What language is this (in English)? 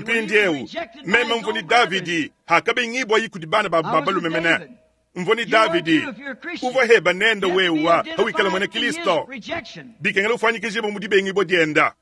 Luba-Lulua